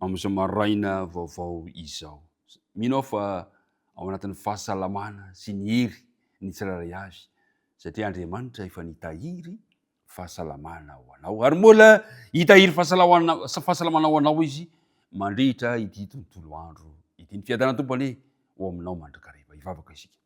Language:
Malagasy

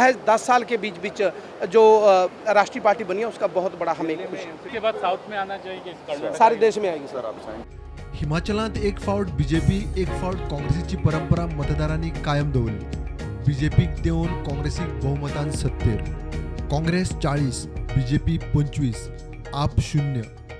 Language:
Konkani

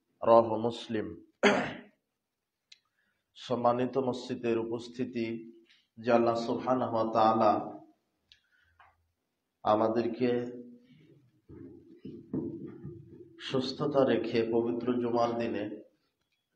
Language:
Bangla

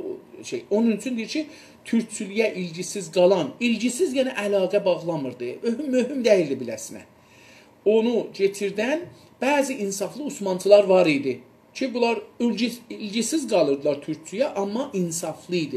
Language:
South Azerbaijani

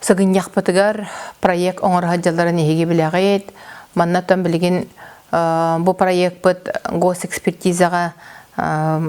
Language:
Yakut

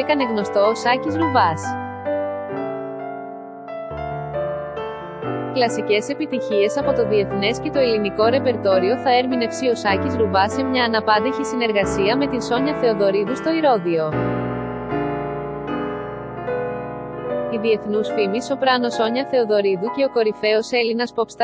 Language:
Greek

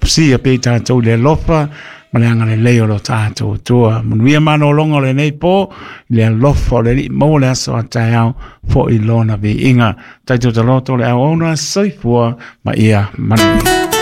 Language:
Samoan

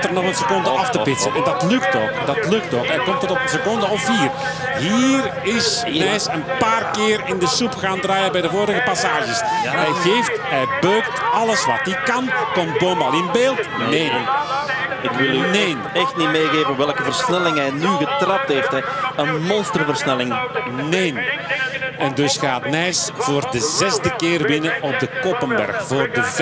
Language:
Dutch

